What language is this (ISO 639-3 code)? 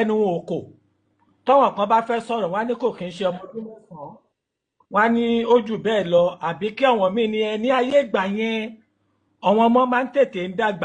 yor